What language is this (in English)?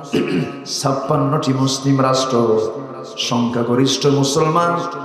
Bangla